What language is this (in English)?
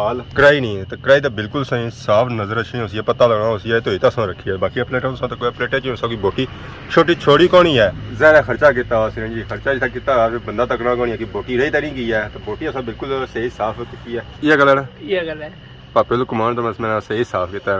Pahari-Potwari